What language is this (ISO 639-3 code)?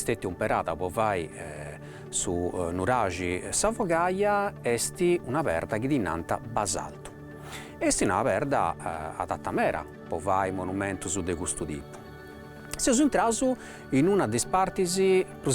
srd